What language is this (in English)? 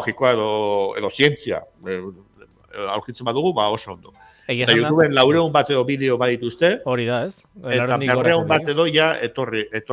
Basque